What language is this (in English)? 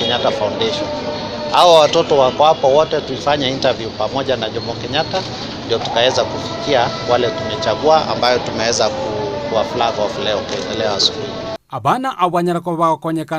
Gusii